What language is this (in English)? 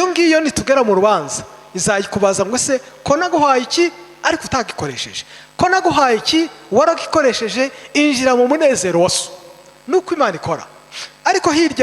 Kinyarwanda